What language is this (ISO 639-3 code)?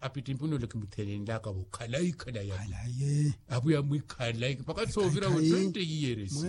vmw